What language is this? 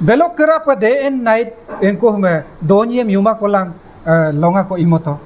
Adi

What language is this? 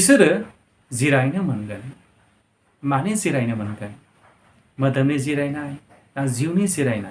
Bodo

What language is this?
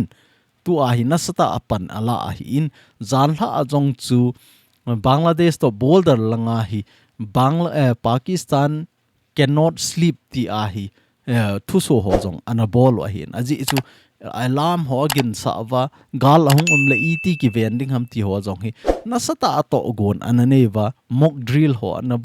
Thado Chin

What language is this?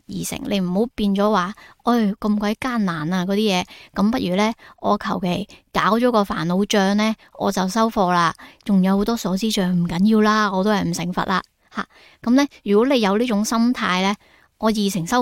Cantonese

